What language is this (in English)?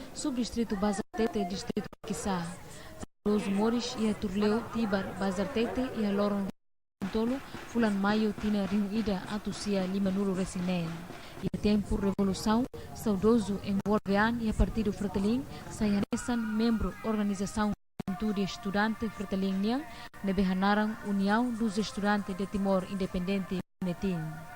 Tetum